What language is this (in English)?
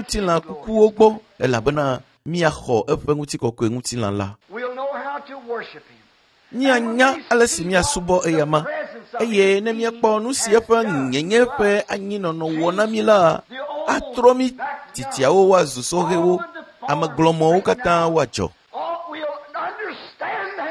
Ewe